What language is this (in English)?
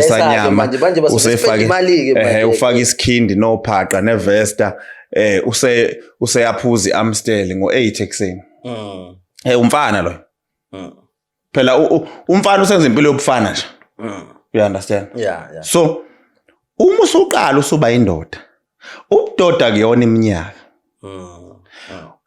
Zulu